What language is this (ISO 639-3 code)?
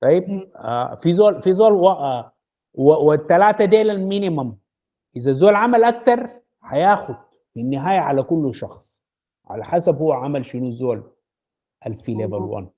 apd